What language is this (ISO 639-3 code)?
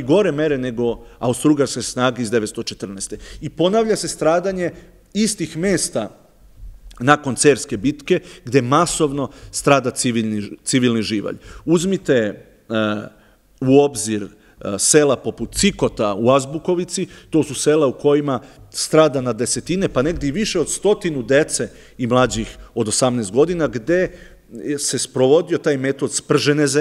srp